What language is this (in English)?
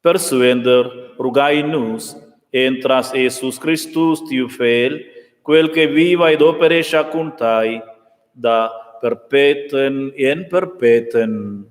Romansh